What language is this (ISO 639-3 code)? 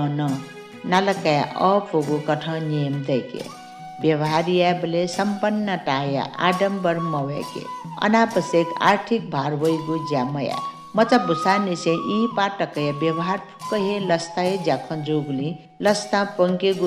new